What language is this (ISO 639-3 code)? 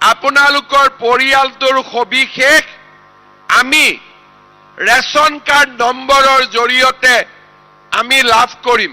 asm